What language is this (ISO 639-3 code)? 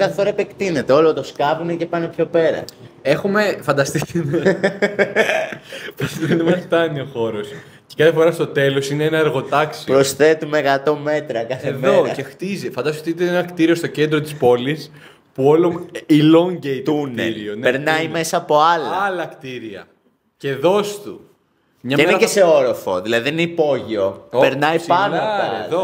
ell